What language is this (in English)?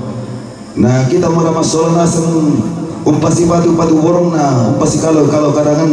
Toraja-Sa'dan